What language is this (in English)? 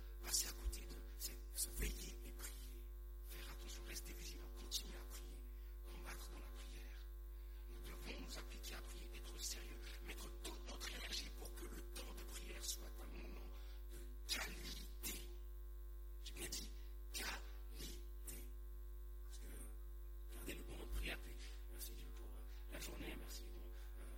French